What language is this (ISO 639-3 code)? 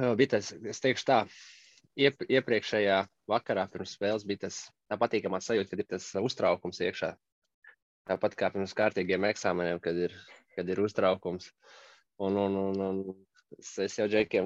lav